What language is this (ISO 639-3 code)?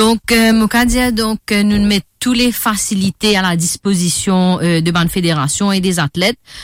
mfe